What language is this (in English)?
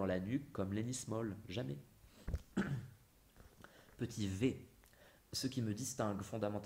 French